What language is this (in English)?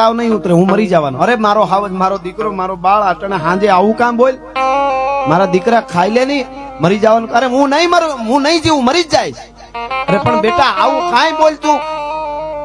Gujarati